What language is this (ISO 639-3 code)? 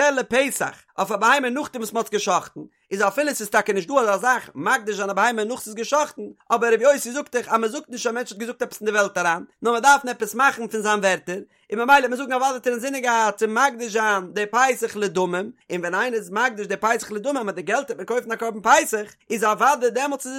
yid